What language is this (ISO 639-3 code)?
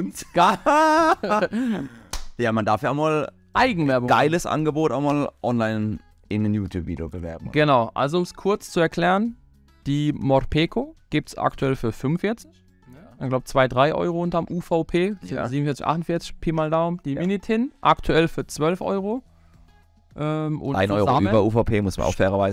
deu